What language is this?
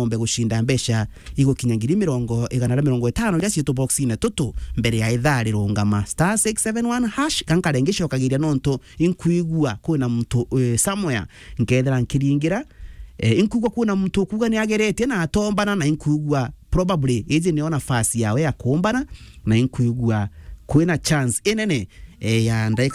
Meru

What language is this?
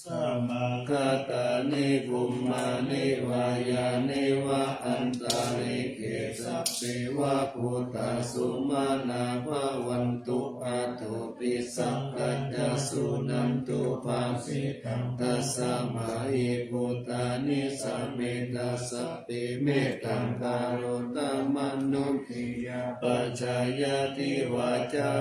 Pali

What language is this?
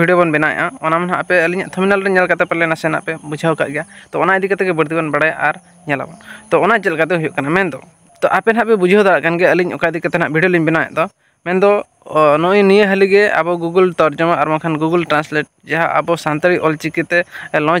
Santali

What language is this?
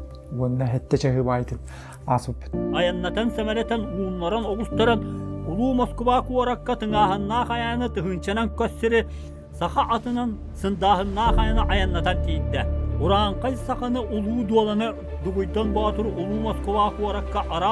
Yakut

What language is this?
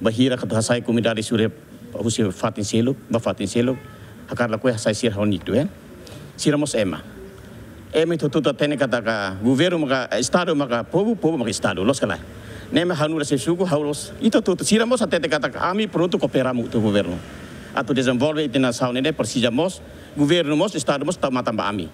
Tetum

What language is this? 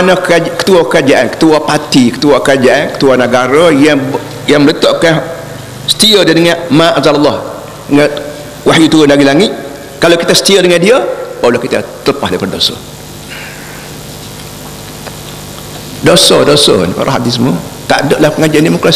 Malay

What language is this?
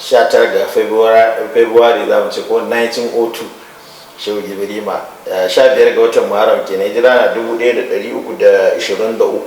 Hausa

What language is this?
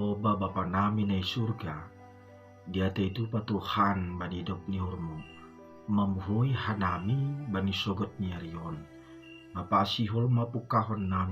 Batak Simalungun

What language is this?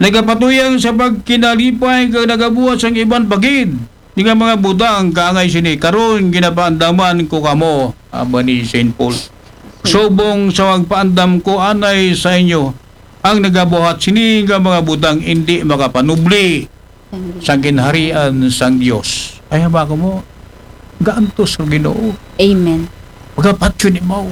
Aklanon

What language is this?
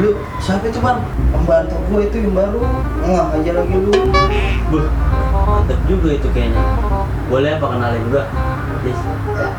Betawi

